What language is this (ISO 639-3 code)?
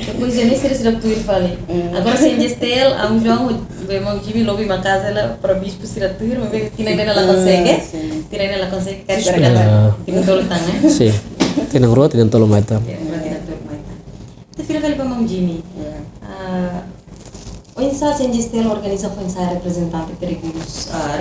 tet